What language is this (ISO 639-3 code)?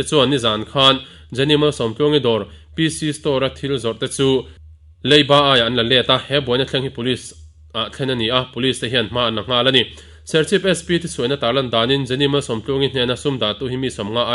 lus